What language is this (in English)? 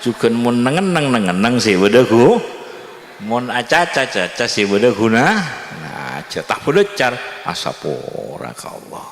Madurese